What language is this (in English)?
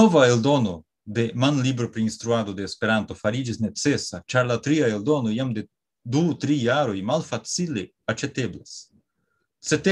Esperanto